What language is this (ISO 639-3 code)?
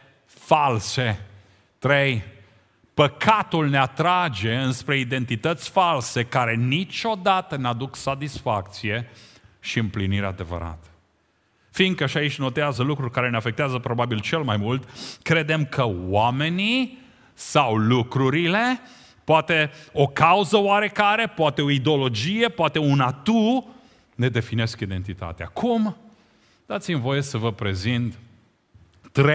ron